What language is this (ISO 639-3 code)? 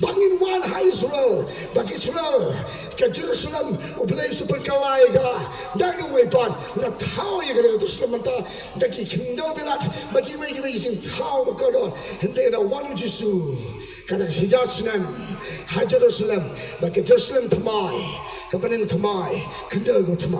kha